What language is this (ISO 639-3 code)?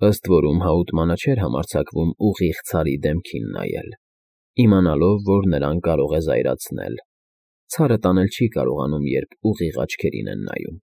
hye